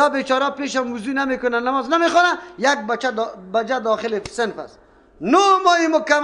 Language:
Persian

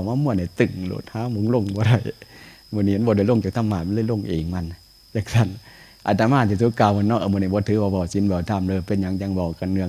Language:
Northeastern Thai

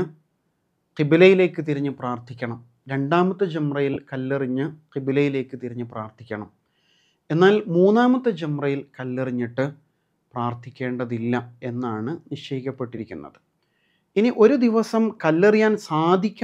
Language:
Malayalam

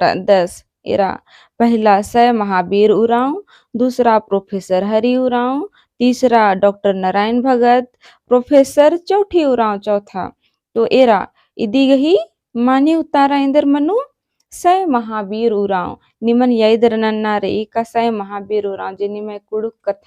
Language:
Kurukh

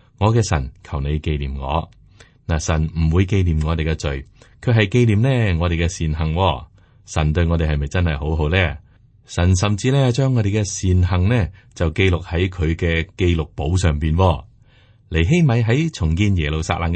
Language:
Cantonese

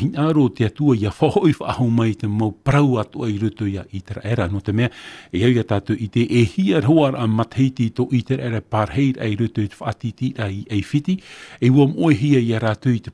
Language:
Tahitian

